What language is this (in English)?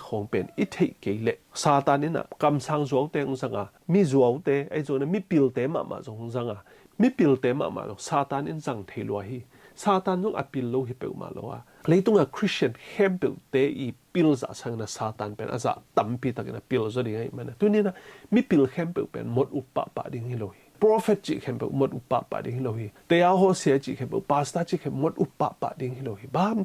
Tedim Chin